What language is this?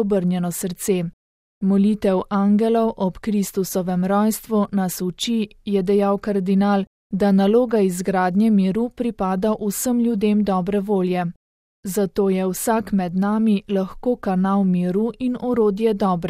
Slovenian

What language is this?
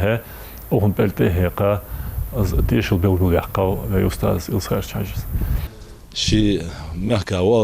Ingush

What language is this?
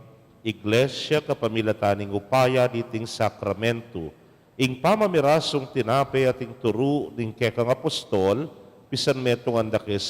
Pampanga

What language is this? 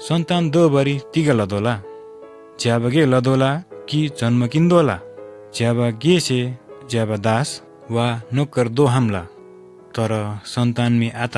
Eastern Tamang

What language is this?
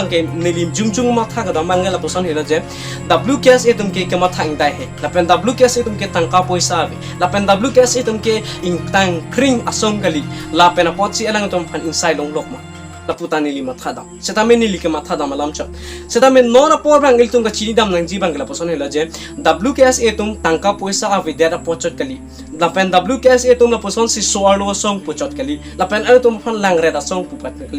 Karbi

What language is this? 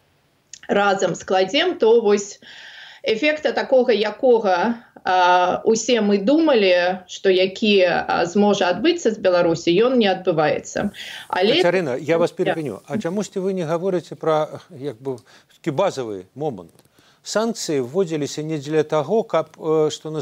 Belarusian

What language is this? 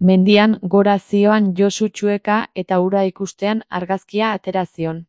Basque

